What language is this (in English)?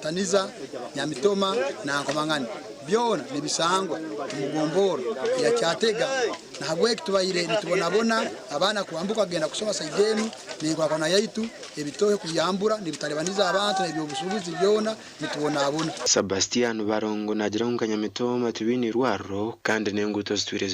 Nyankole